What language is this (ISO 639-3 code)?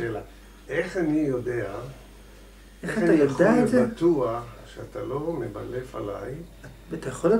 heb